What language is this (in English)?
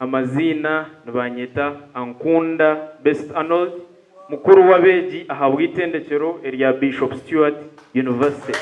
Nyankole